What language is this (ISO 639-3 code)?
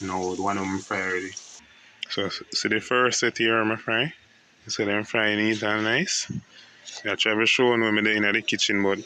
jam